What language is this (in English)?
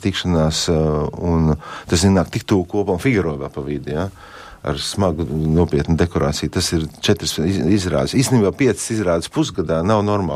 Latvian